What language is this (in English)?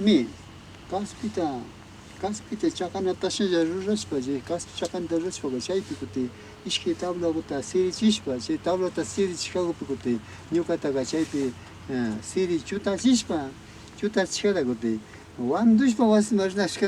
Imbabura Highland Quichua